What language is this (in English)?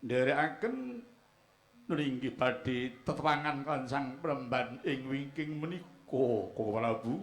Javanese